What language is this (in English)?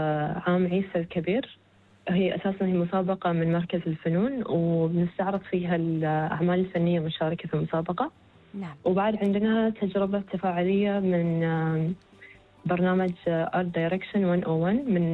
Gulf Arabic